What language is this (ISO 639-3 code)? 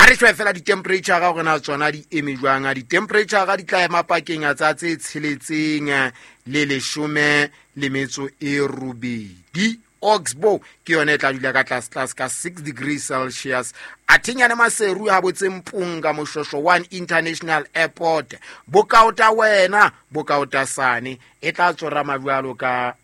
sot